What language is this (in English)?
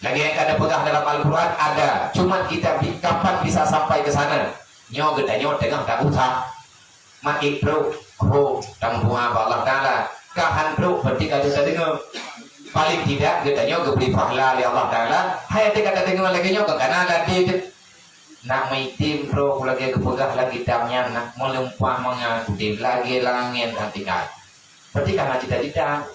Achinese